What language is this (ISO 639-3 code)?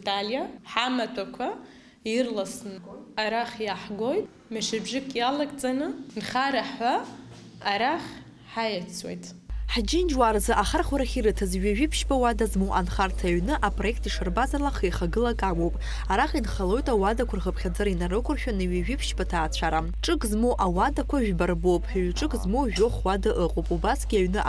abk